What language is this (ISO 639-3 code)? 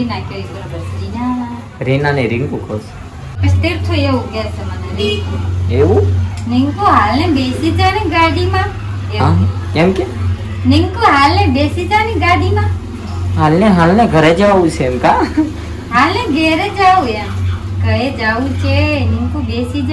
guj